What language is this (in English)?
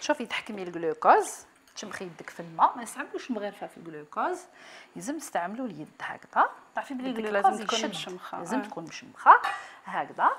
Algerian Arabic